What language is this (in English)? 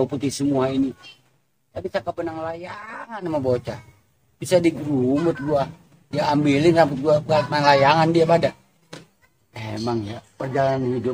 Betawi